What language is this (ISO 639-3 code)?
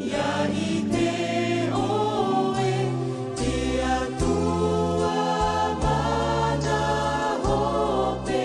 tah